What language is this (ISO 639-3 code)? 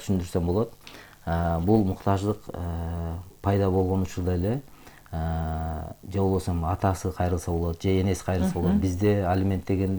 kir